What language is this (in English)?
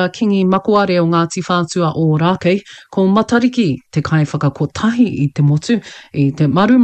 Māori